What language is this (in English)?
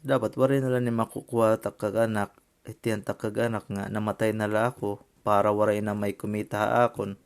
Waray